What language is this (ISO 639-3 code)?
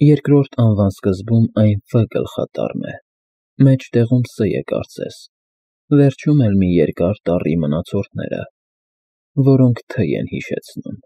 hye